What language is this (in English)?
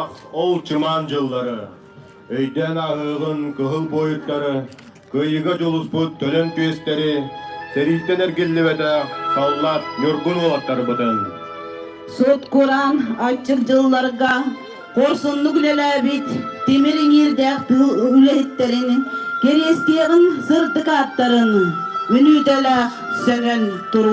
Yakut